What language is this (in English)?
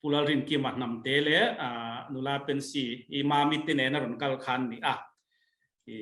Mizo